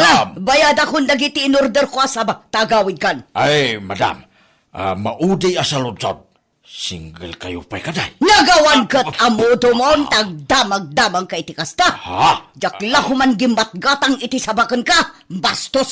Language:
Iloko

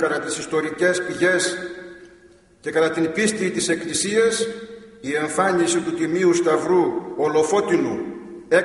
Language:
Greek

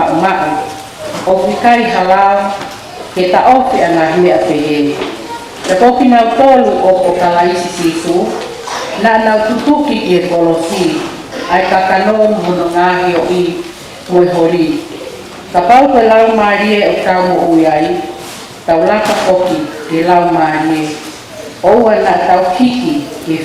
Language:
Tongan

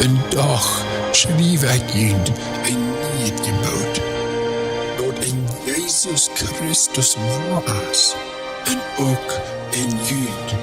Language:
Plautdietsch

